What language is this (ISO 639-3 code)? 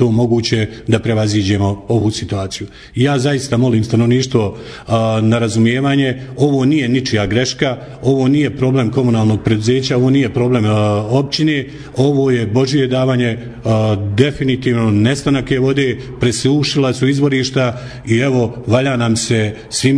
bos